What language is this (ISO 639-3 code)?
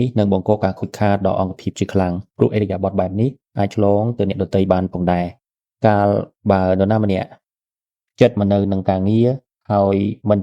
khm